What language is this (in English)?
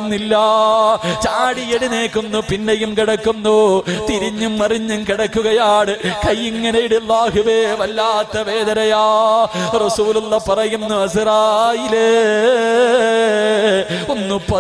Malayalam